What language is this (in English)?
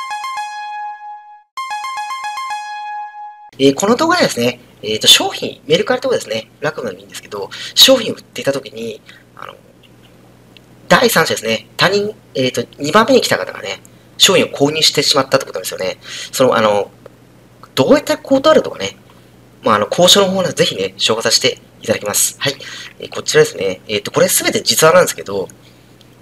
Japanese